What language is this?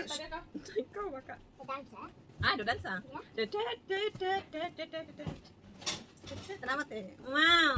Filipino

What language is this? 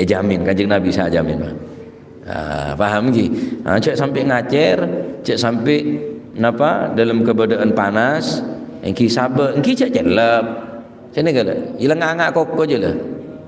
Madurese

